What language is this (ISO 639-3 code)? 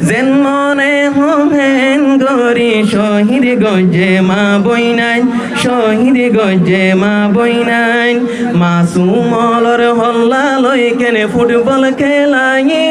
rhg